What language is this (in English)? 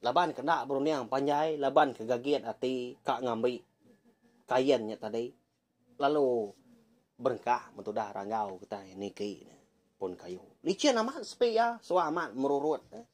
Iban